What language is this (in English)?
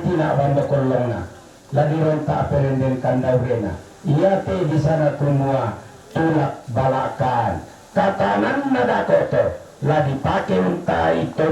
Toraja-Sa'dan